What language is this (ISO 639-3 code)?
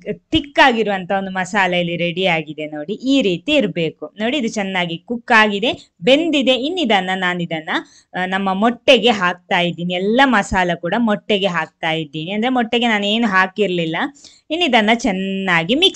kan